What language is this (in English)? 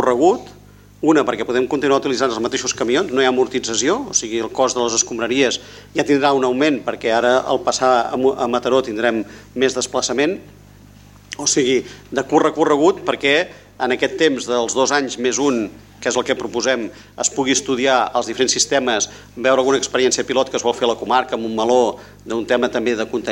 Catalan